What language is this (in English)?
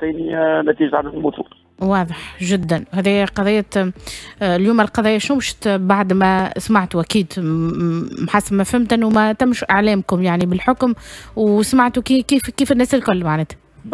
Tunisian Arabic